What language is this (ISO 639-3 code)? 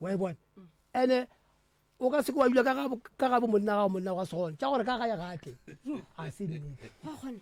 nso